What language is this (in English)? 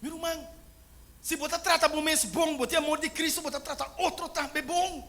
Papiamento